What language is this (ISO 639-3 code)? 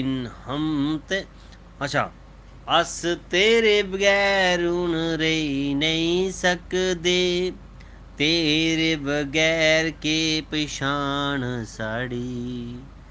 doi